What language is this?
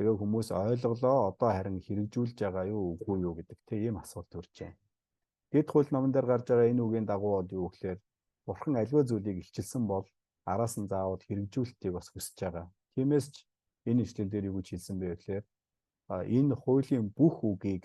Mongolian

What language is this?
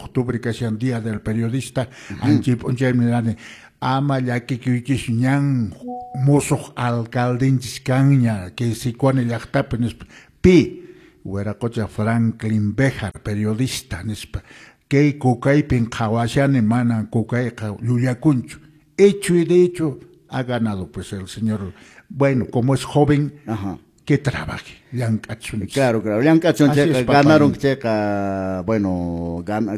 Quechua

